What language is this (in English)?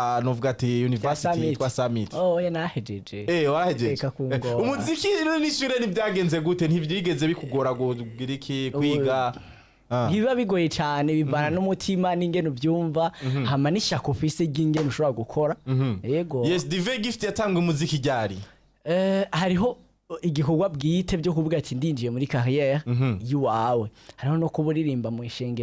Rundi